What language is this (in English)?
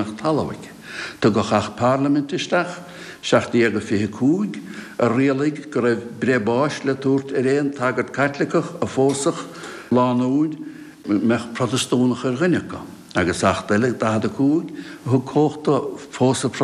Irish